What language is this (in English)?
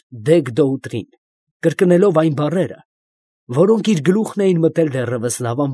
Armenian